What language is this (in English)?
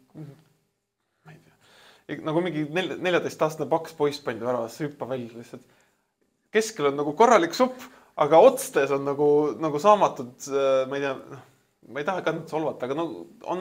Estonian